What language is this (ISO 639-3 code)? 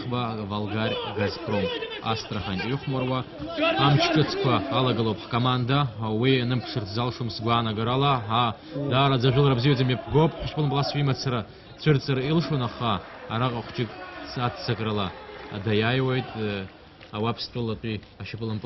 abk